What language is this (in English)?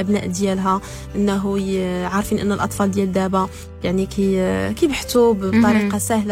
Moroccan Arabic